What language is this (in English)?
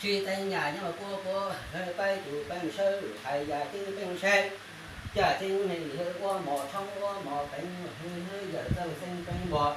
Hmong